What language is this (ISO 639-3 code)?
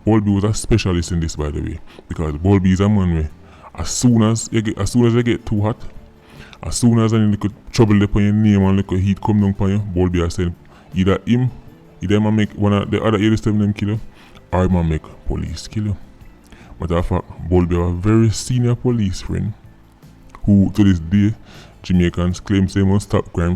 jam